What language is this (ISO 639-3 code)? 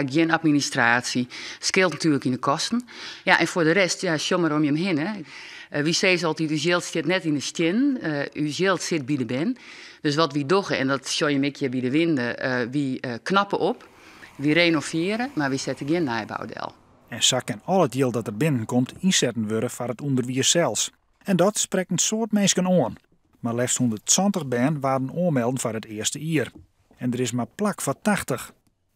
fry